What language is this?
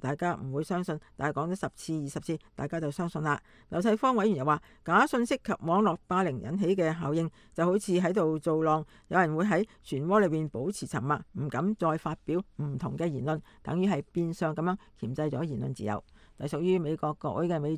Cantonese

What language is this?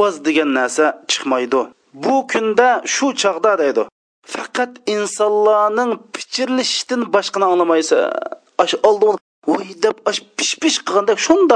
Uyghur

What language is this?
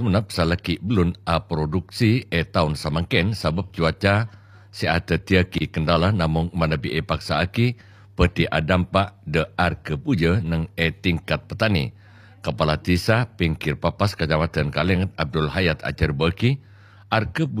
Madurese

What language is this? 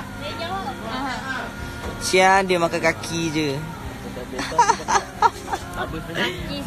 Malay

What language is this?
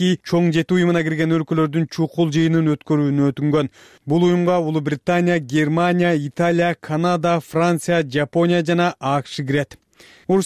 Kyrgyz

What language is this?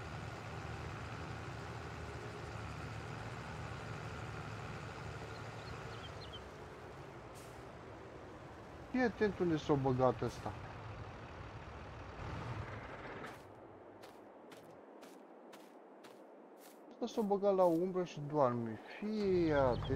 Romanian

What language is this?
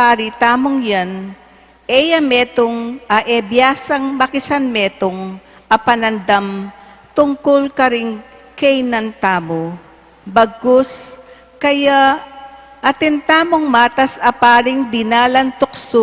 Pampanga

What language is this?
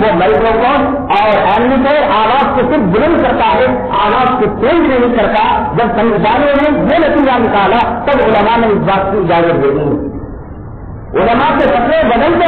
Urdu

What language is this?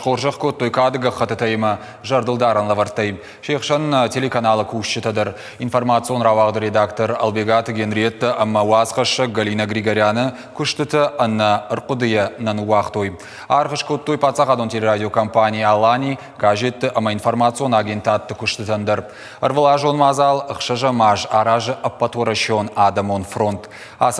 Ossetic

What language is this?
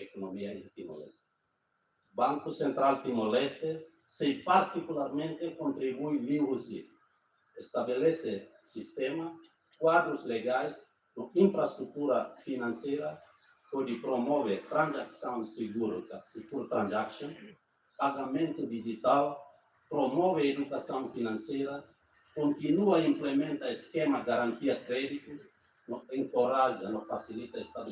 Tetum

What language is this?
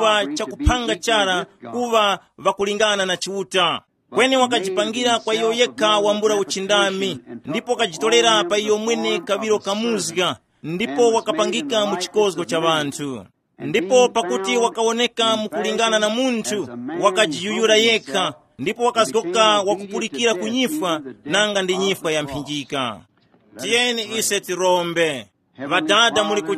Tumbuka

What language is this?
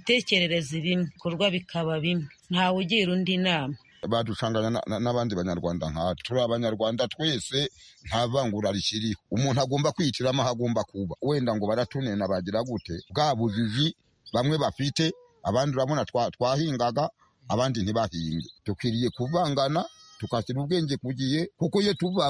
Kinyarwanda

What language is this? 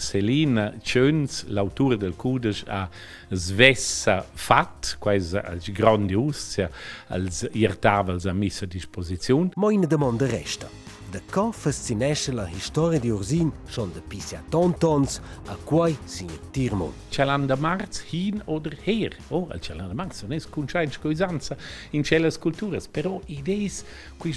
Romansh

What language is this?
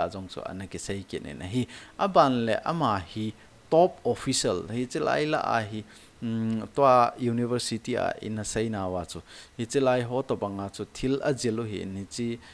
Thado Chin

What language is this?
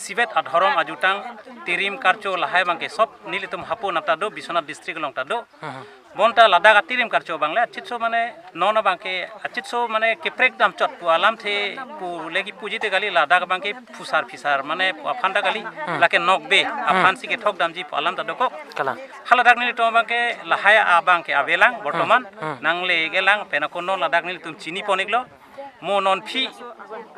Karbi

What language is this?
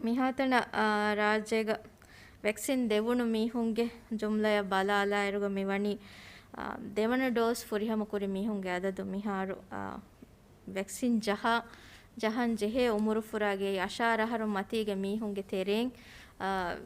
Divehi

